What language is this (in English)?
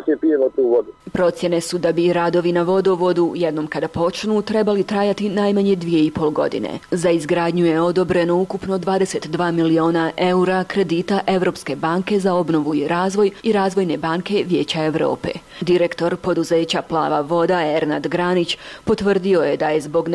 Bosnian